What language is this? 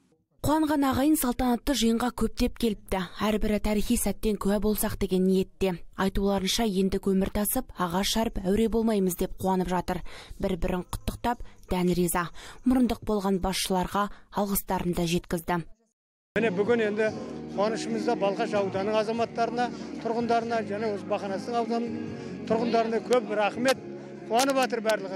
Kazakh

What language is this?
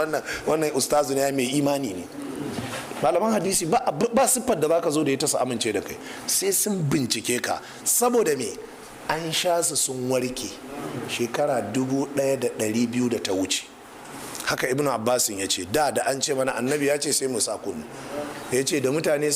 Hausa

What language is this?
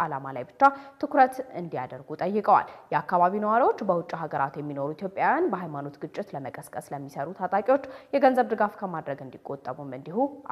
Amharic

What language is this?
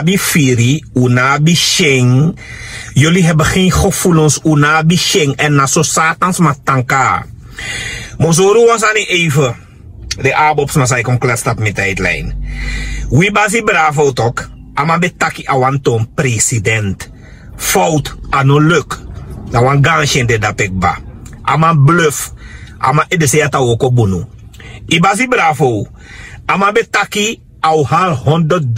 Sranan Tongo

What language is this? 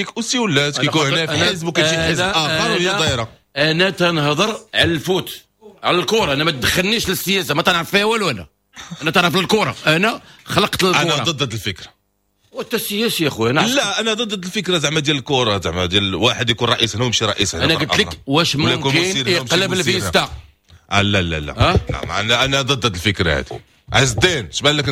Moroccan Arabic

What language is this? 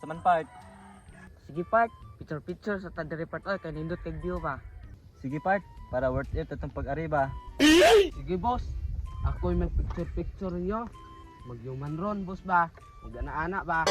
Cebuano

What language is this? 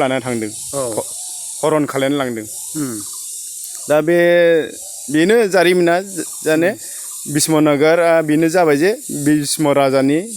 Bodo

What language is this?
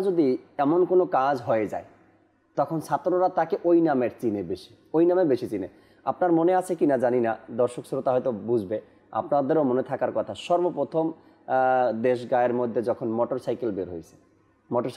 Bangla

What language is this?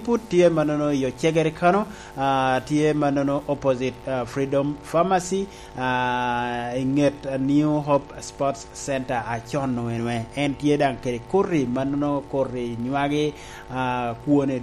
Lango (Uganda)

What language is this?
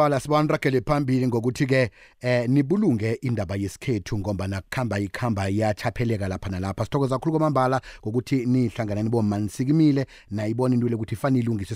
South Ndebele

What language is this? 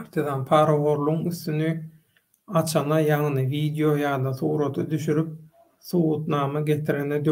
Turkmen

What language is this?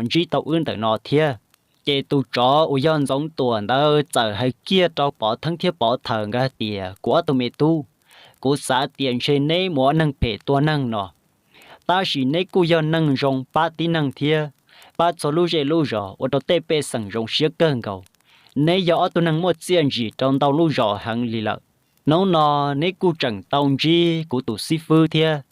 Hmong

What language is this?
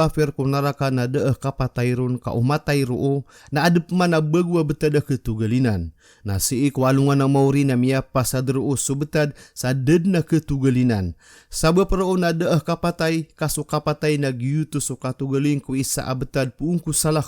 Maranao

